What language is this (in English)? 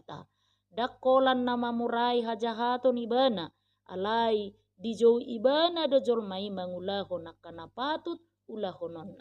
Batak Toba